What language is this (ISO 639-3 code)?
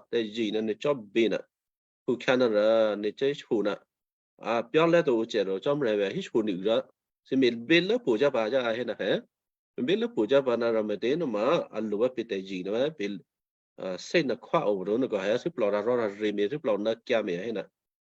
kyu